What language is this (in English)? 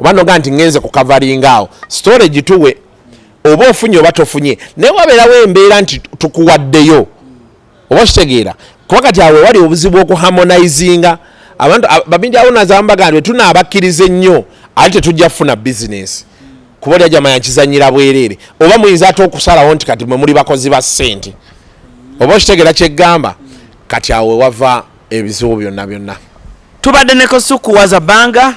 Ganda